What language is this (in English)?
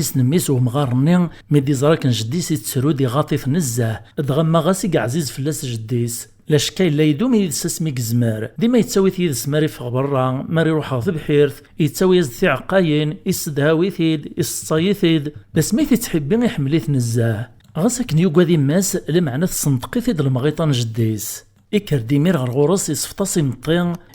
Kabyle